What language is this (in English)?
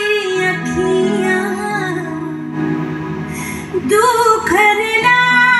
Bangla